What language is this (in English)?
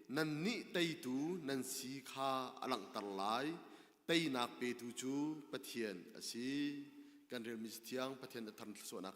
Hakha Chin